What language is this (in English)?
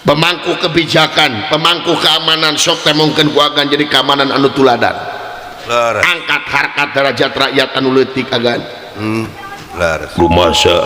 Sundanese